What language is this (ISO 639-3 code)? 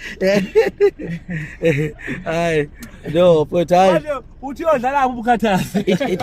zul